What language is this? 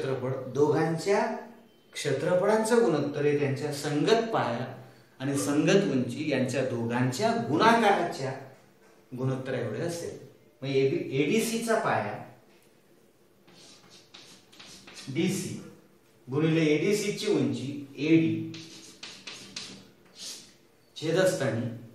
Marathi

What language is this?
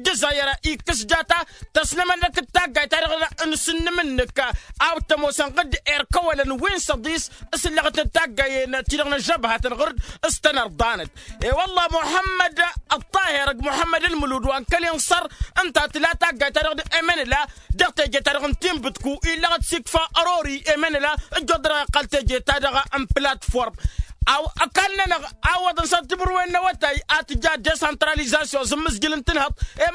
Tamasheq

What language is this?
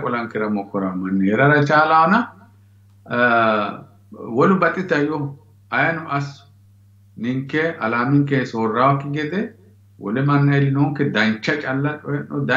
Sidamo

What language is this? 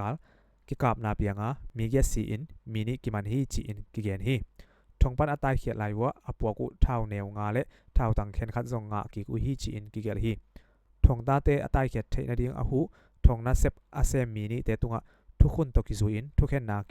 Tedim Chin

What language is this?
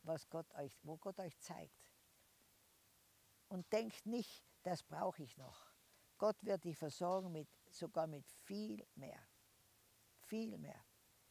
German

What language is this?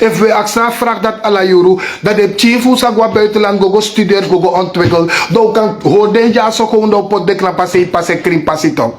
Sranan Tongo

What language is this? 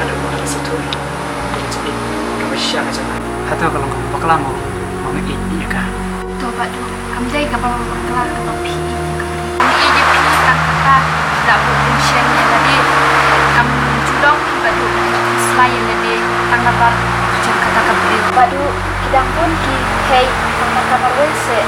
Khasi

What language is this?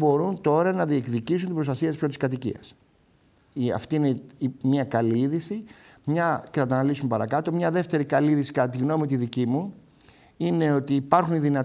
Greek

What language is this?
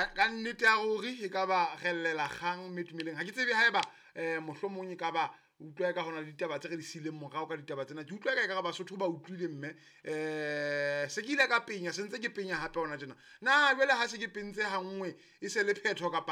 Southern Sotho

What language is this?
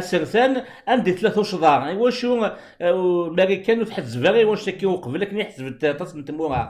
Kabyle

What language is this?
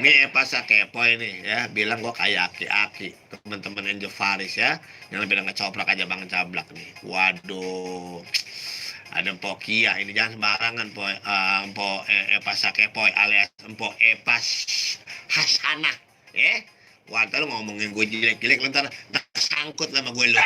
Betawi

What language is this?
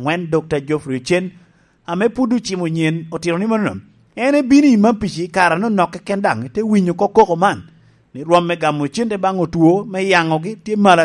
Lango (Uganda)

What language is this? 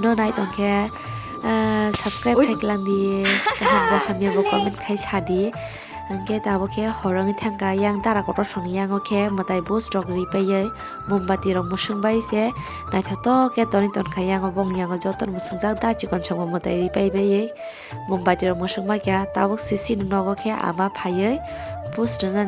Kok Borok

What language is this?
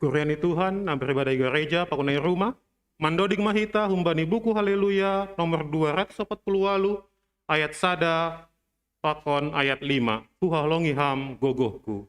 Batak Simalungun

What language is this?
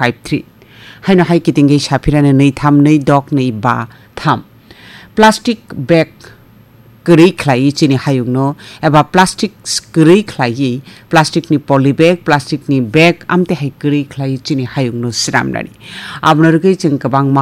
Kok Borok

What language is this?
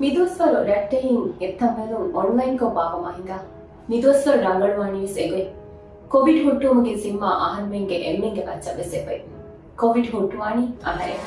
Divehi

